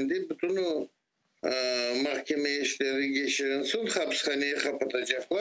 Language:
Crimean Tatar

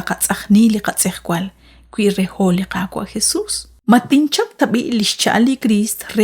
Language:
Kekchí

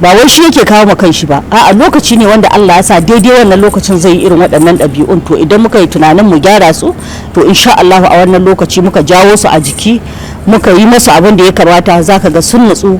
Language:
Hausa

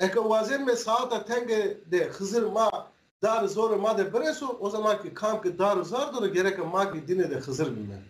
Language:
Zaza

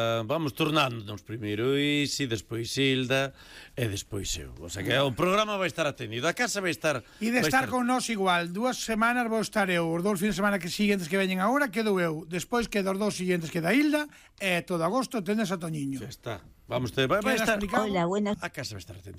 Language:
Galician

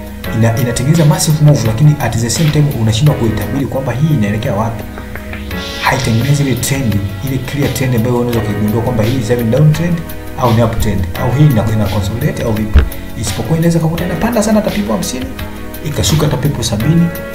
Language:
Swahili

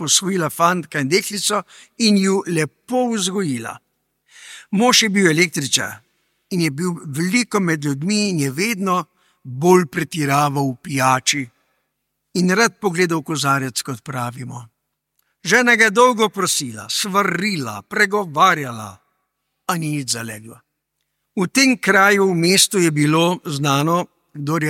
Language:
Slovenian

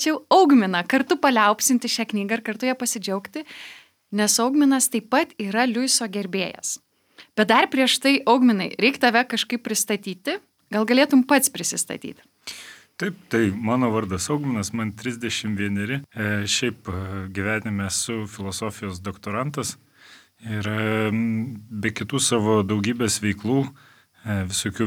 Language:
Lithuanian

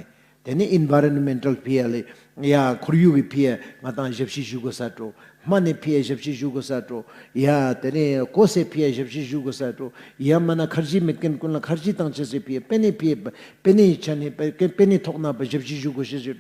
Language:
Ladakhi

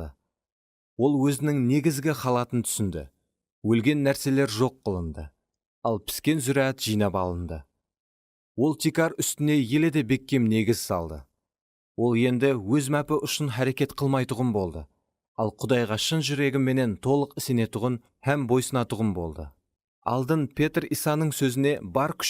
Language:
Kara-Kalpak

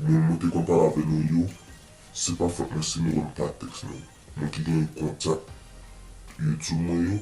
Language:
Haitian Creole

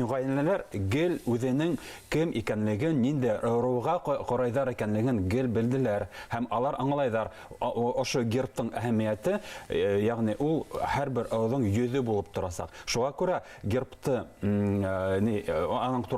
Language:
Bashkir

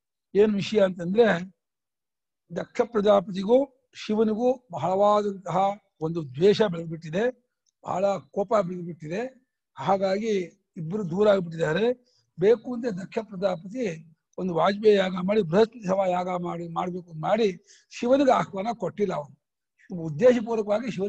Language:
Kannada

